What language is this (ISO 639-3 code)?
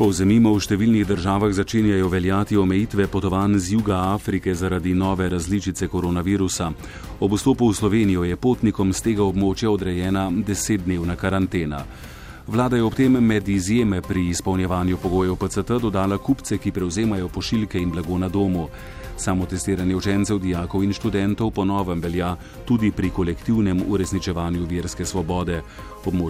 slv